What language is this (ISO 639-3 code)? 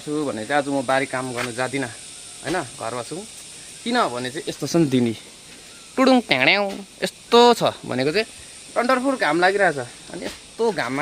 nep